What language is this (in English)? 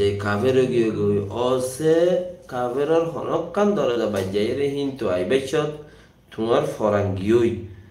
Rohingya